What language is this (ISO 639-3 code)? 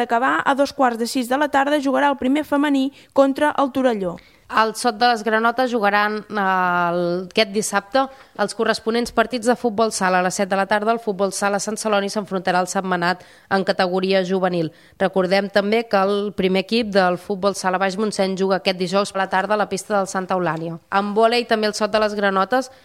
cat